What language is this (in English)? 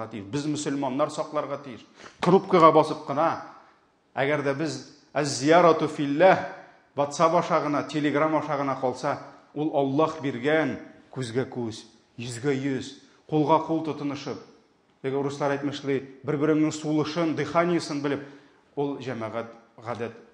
Tatar